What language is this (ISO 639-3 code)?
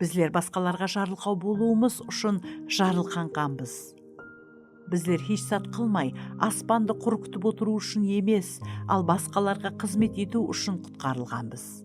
kaa